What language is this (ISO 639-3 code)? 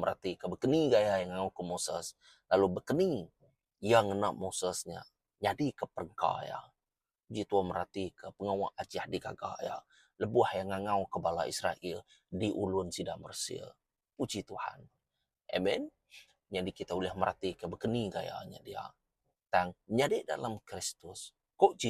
iba